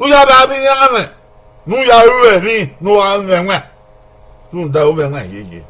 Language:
Bini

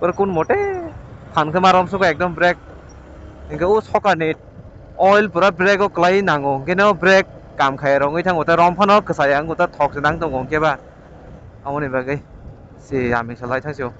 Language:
Kok Borok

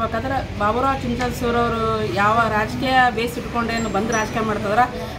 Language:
Kannada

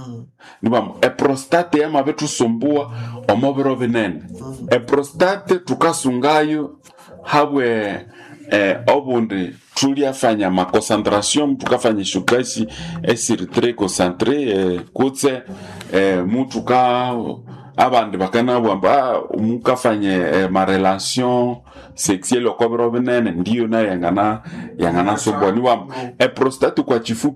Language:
Nande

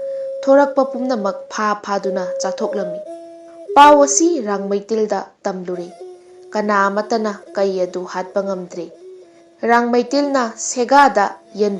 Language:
Manipuri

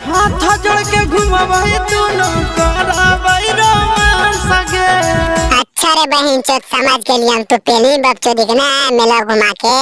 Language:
Magahi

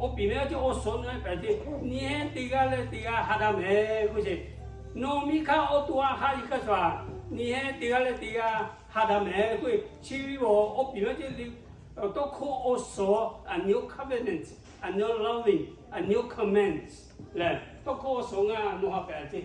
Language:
Lahu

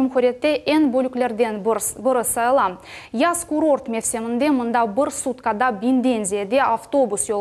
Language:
Crimean Tatar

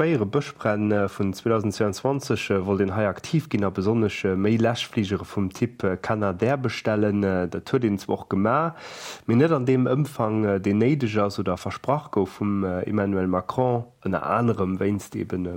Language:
Luxembourgish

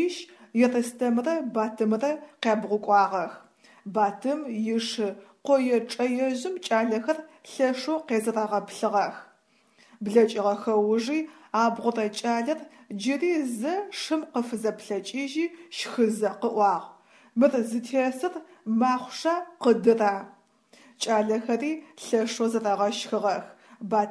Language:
Adyghe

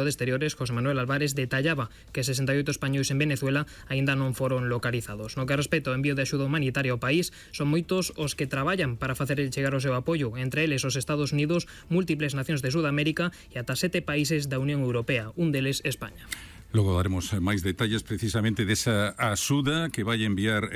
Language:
Galician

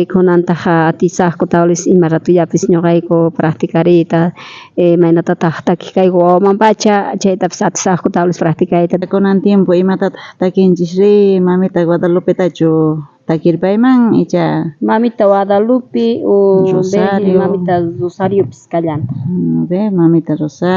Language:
South Bolivian Quechua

